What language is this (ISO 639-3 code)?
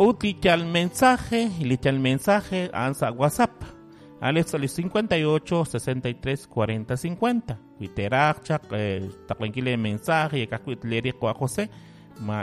kek